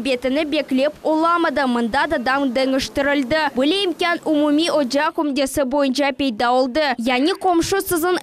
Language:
Crimean Tatar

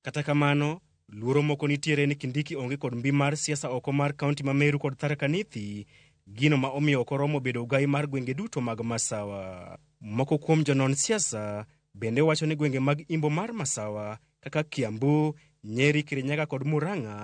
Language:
Luo (Kenya and Tanzania)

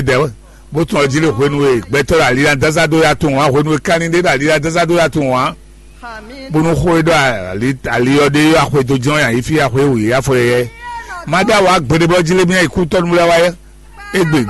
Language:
Fon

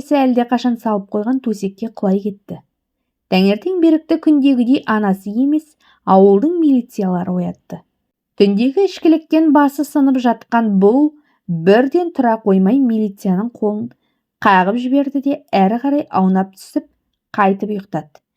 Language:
Kazakh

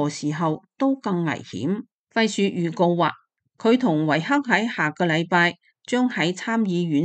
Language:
Cantonese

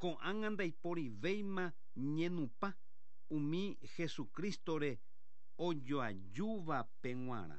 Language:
Guarani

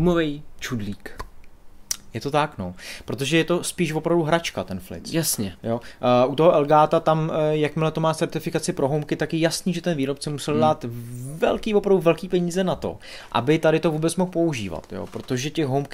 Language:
Czech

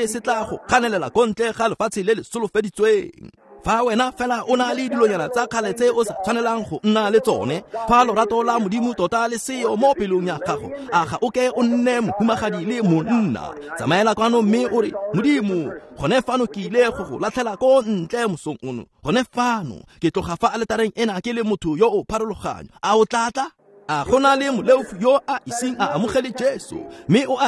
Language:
Tswana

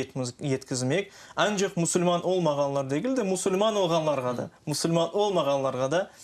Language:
Crimean Tatar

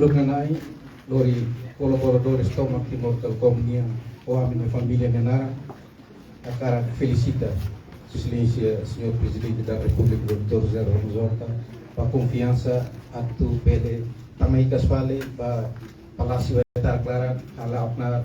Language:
Tetum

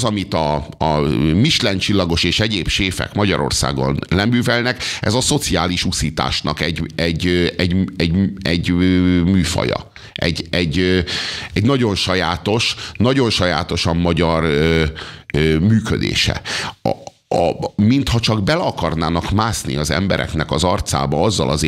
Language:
Hungarian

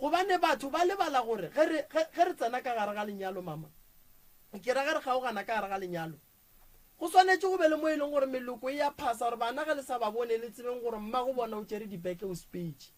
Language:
Northern Sotho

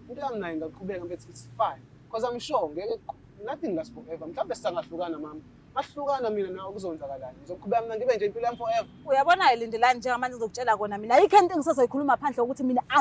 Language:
Zulu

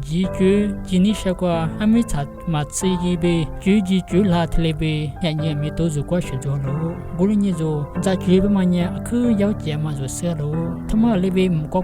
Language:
Lisu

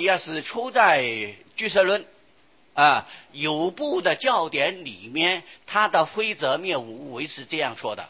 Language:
Chinese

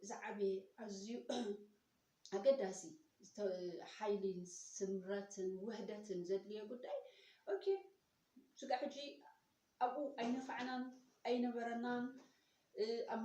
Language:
Tigrinya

